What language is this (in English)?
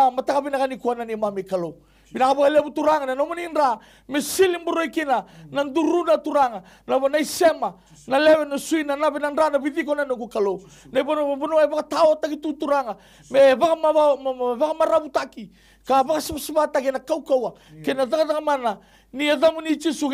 Fijian